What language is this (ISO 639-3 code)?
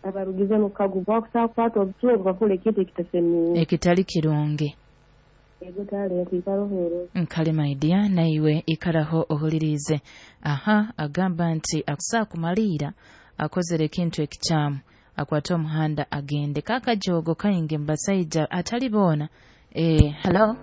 nyo